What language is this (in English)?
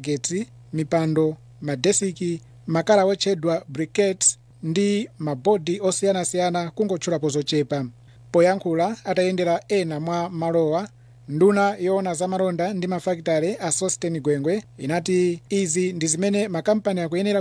Nyanja